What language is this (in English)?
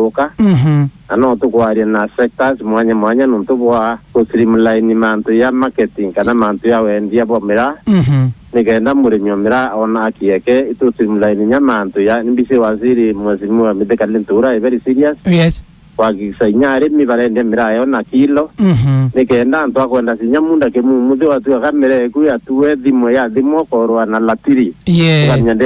Meru